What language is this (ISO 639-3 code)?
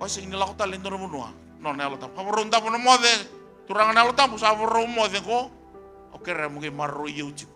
fij